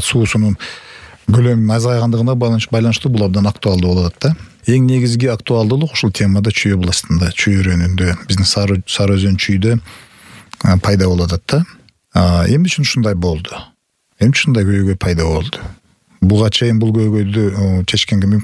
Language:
Kyrgyz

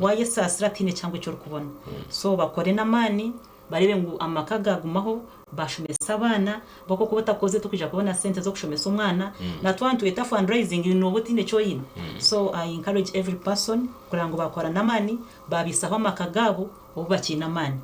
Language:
Nyankole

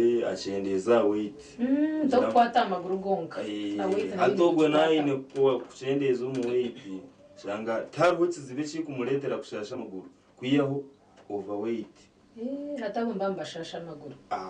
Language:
Nyankole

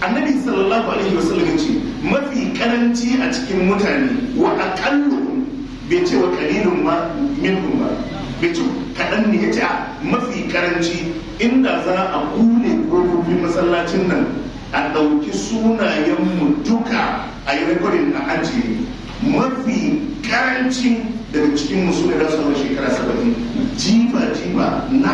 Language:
Hausa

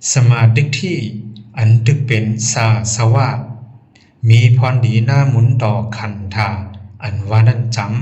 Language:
Shan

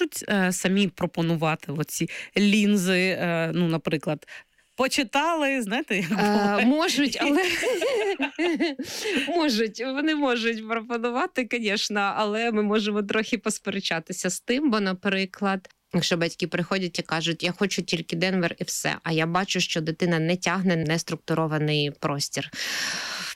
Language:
Ukrainian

